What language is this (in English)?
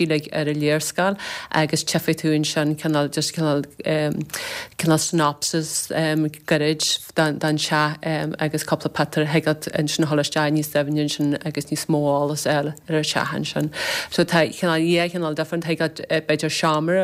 Irish